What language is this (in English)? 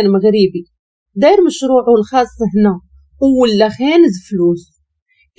Moroccan Arabic